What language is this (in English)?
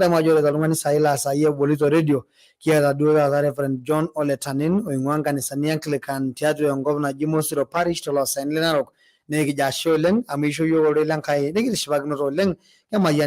Masai